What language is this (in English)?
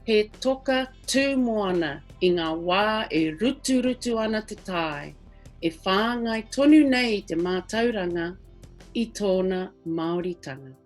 Māori